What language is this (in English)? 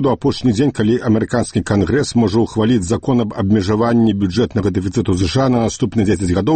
Belarusian